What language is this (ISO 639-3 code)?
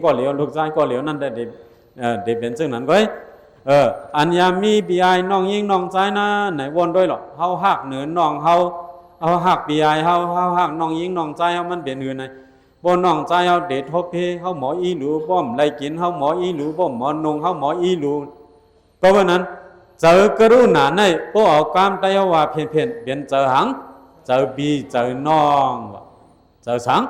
shn